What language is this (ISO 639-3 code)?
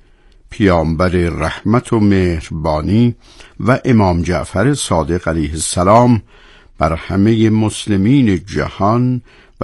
fas